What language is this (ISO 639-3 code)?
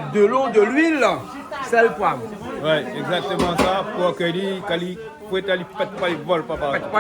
rcf